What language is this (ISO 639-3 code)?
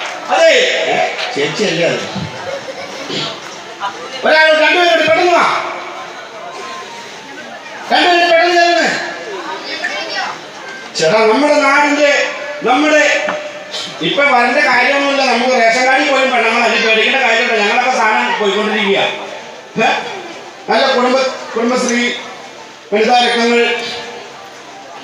mal